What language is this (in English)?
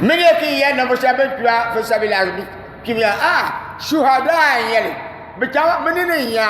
Dagbani